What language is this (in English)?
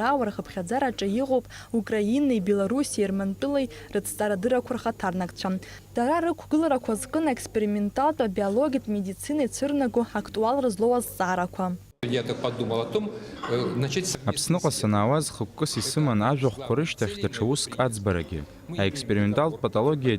Abkhazian